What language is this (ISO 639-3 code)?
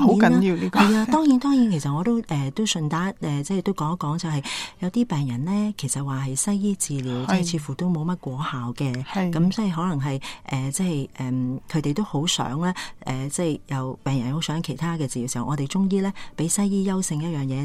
yue